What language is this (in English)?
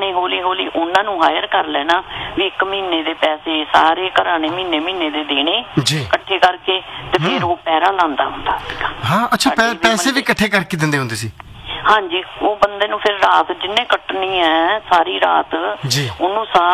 Punjabi